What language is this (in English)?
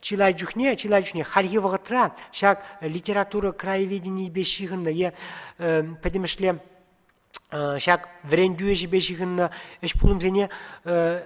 Chuvash